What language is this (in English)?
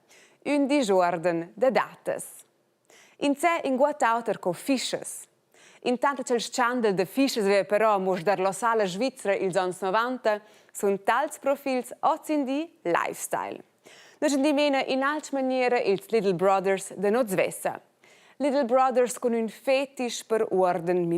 Romansh